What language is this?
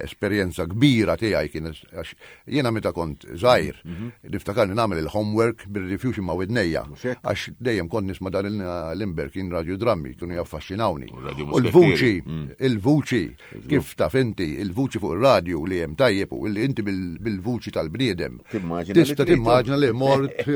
Maltese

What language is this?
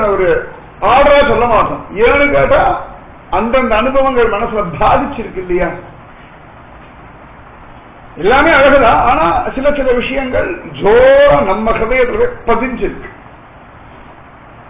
Tamil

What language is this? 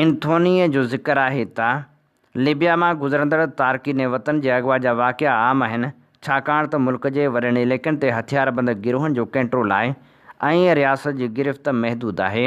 Sindhi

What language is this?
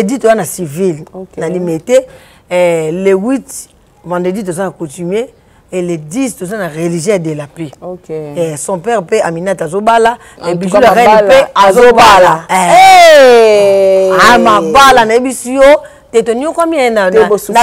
Lingala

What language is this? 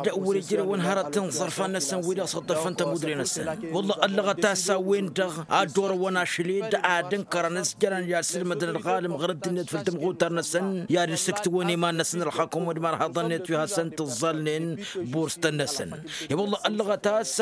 Tamasheq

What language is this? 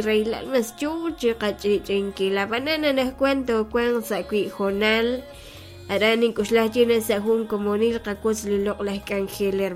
Kekchí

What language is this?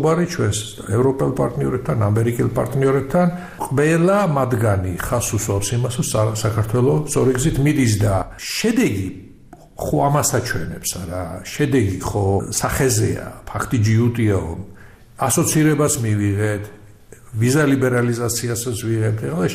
Georgian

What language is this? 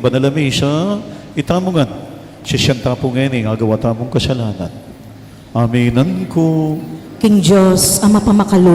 Pampanga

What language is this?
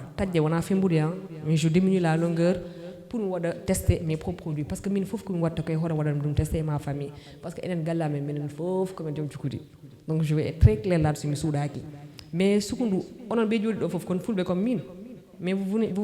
Fula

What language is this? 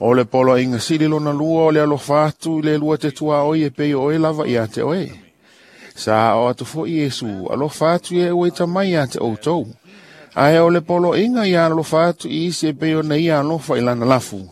Samoan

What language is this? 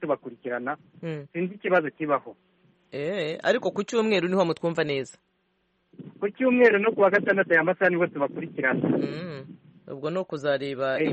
Kinyarwanda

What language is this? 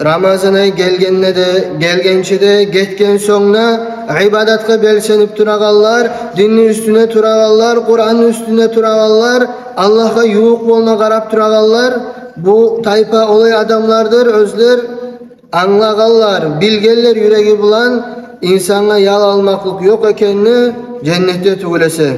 Kumyk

